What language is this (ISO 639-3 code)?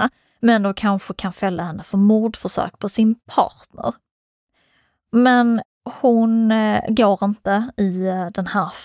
swe